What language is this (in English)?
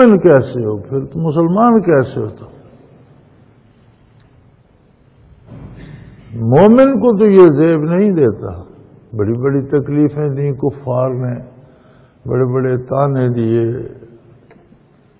Urdu